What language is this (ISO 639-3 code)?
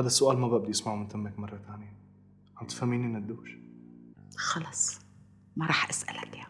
apc